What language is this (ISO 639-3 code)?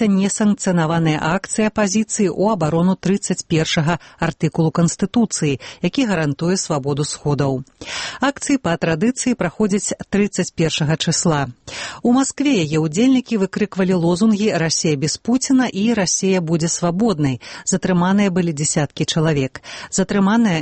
bel